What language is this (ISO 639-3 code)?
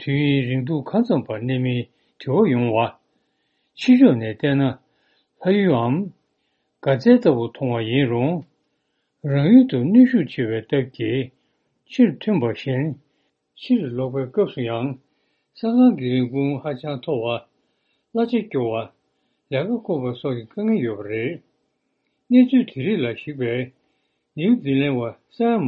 bod